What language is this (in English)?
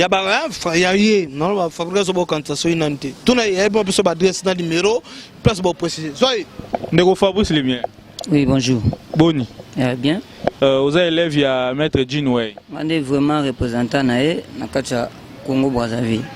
Lingala